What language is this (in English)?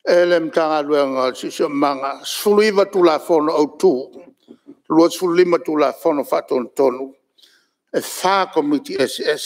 Samoan